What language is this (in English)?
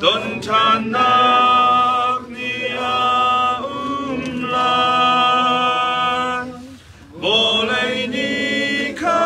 Hakha Chin